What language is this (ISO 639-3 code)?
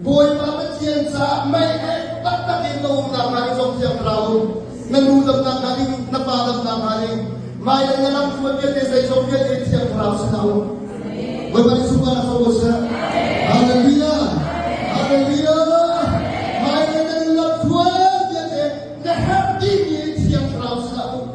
cnh